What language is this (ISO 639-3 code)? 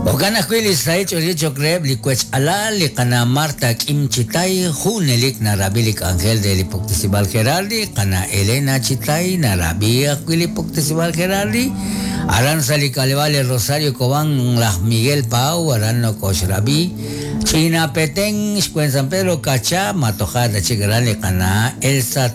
kek